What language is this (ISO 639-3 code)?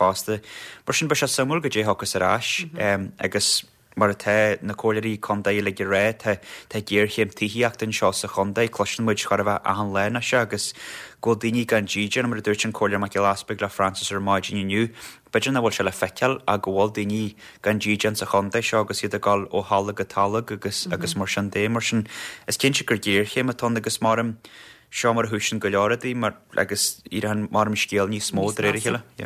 gle